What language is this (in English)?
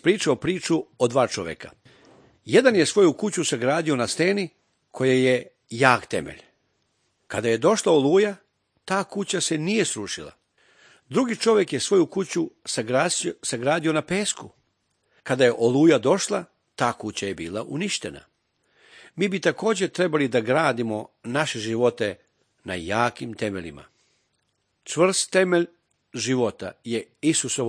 Serbian